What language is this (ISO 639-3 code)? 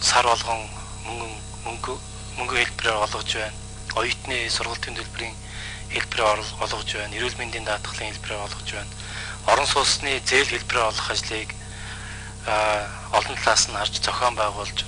mon